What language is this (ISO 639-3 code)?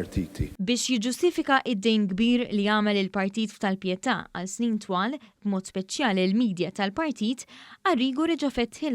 mlt